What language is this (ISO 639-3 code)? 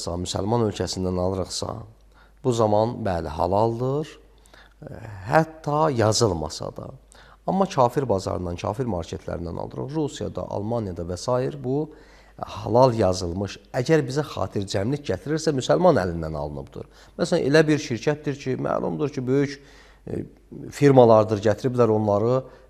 aze